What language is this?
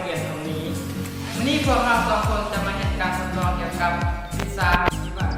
Lao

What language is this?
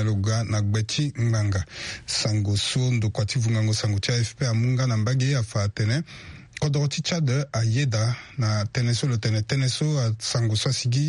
Sango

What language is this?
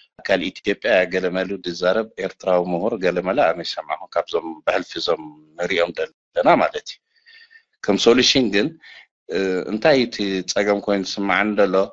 Tigrinya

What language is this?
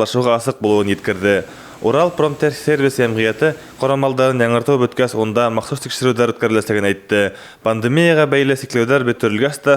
Bashkir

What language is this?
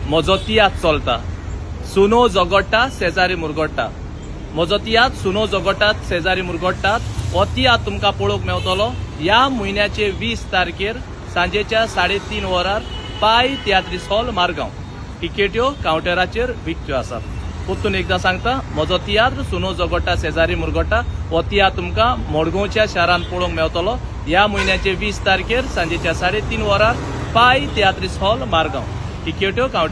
Konkani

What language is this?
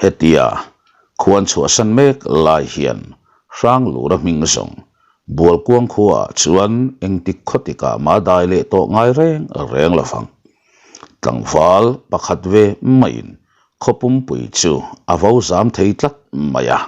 Mizo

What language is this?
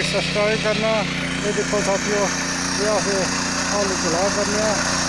Dogri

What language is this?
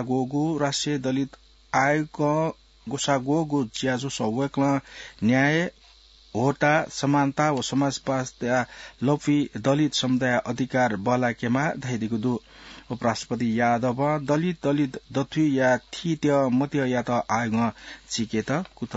Newari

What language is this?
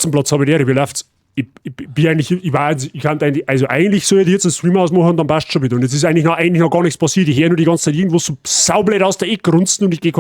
Bavarian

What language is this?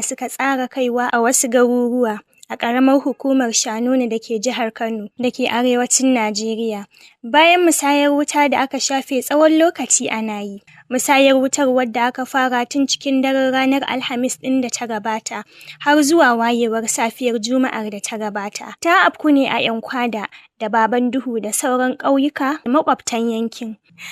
Hausa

